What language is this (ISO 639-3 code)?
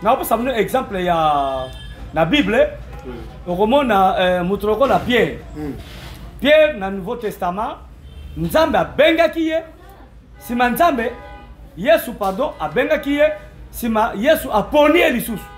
lin